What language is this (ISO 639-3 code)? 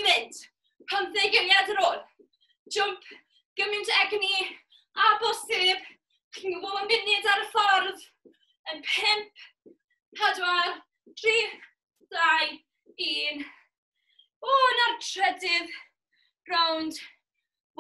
cym